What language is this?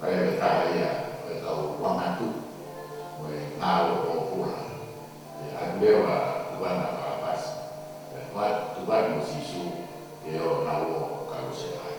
Tongan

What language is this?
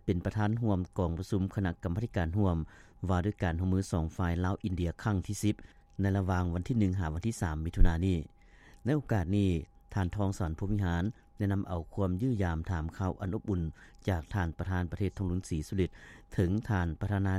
Lao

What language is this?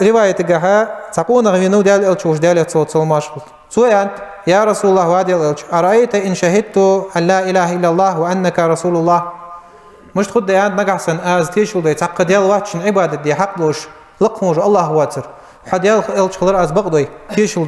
Ingush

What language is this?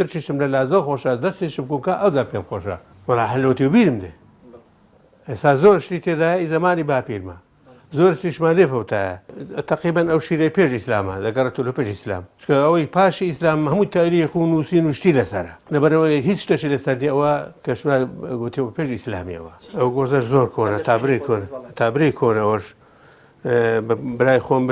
Central Kurdish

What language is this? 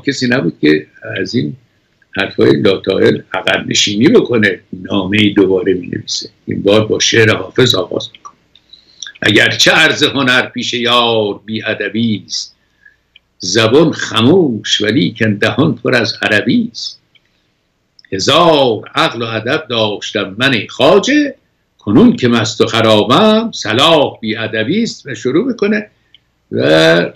Persian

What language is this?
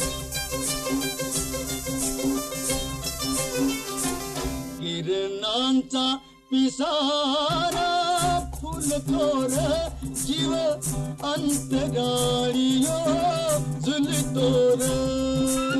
Marathi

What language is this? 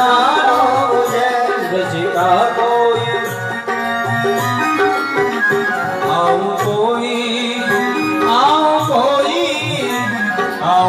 Hindi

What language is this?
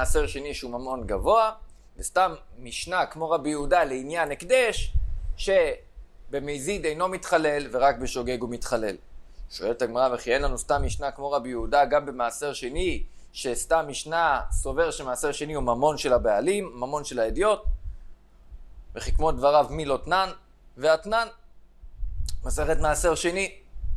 Hebrew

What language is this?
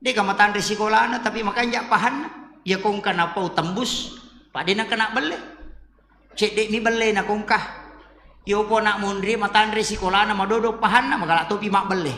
Buginese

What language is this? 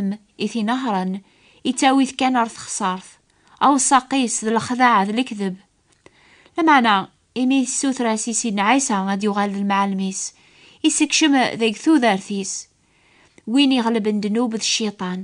Kabyle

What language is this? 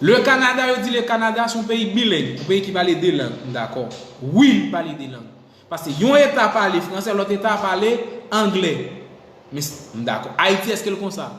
Haitian Creole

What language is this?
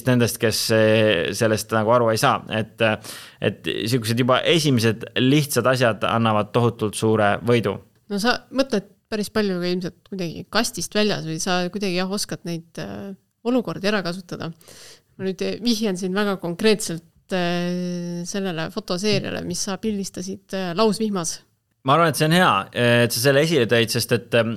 Estonian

